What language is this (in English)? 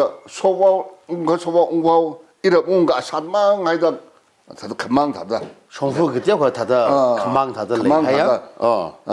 Tangkhul Naga (India)